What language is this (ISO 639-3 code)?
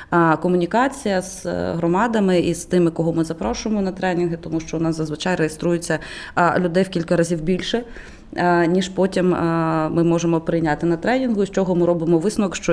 ukr